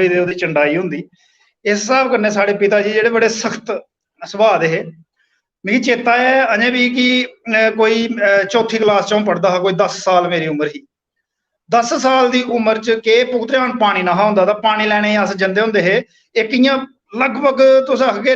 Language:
Dogri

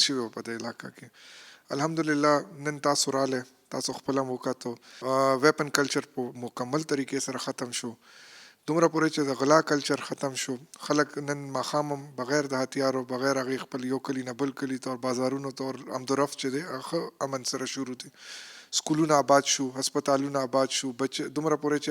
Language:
Pashto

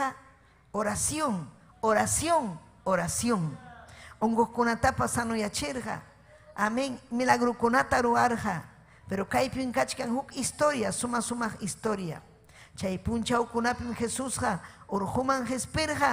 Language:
Ayacucho Quechua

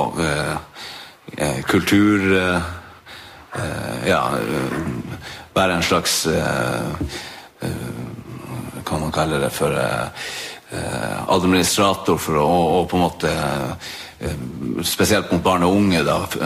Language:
Norwegian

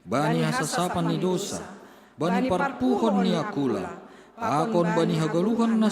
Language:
Batak Simalungun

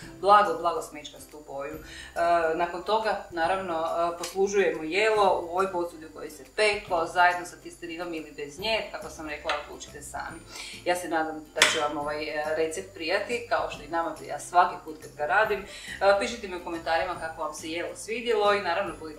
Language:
Croatian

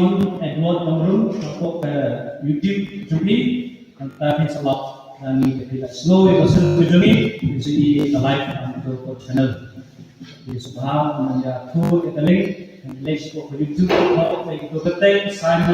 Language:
Khasi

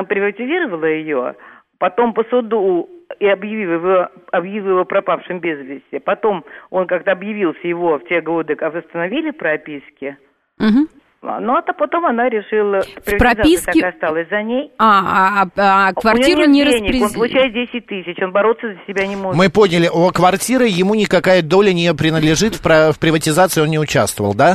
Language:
Russian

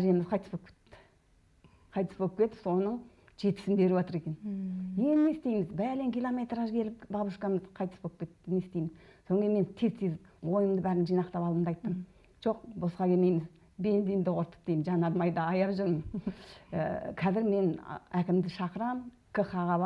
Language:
Kazakh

